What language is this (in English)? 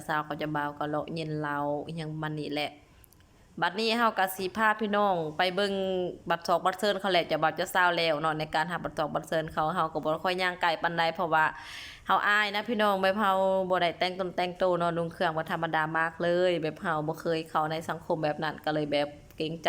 Lao